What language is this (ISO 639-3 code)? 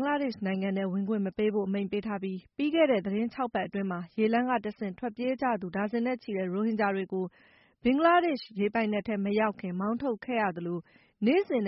mya